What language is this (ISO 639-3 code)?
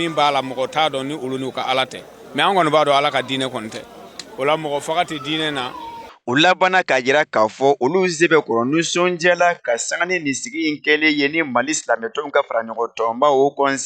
bam